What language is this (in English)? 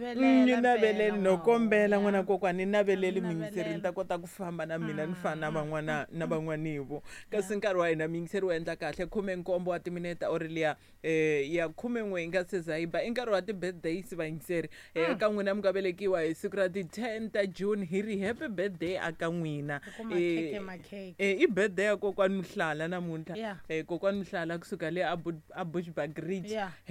Tsonga